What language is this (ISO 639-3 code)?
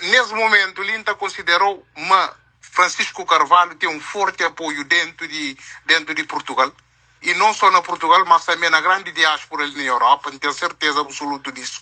kea